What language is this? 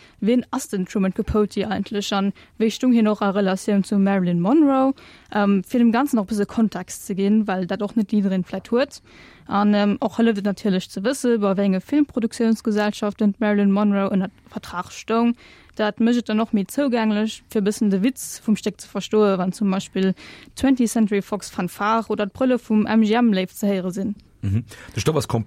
Luxembourgish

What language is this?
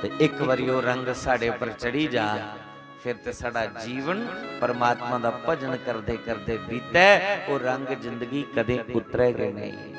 Dogri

